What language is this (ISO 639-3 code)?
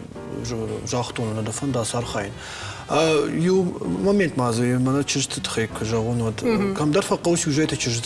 oss